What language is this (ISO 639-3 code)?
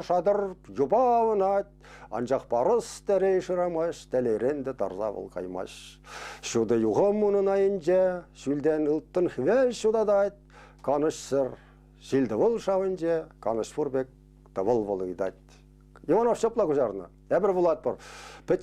chv